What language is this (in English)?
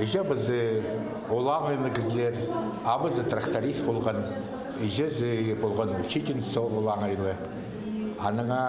Khakas